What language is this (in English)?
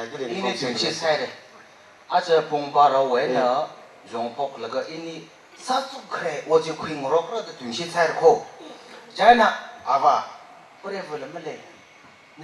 Tangkhul Naga (India)